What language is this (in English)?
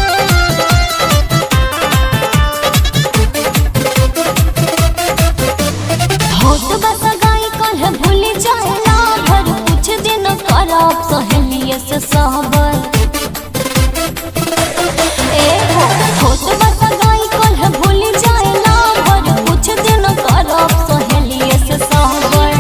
Bhojpuri